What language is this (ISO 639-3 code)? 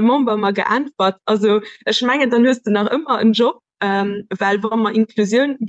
ltz